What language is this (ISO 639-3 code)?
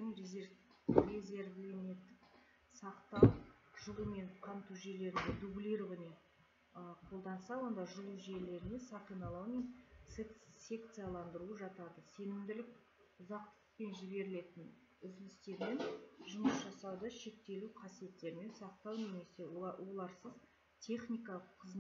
kaz